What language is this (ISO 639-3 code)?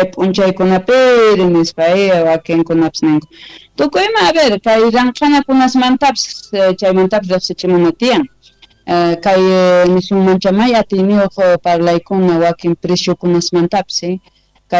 quh